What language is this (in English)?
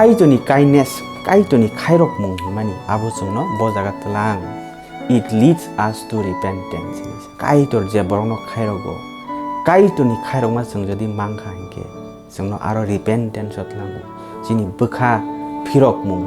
Kok Borok